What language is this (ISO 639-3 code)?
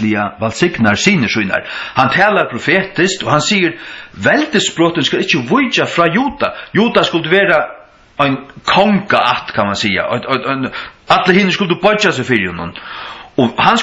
fao